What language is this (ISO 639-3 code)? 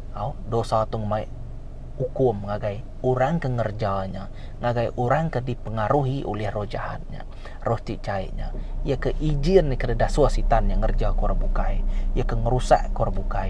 iba